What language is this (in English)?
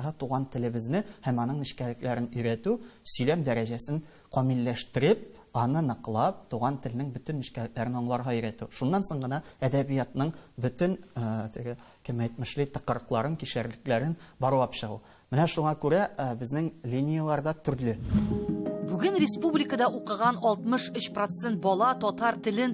Tatar